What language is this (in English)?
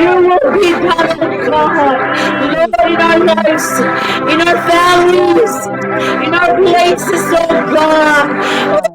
Pohnpeian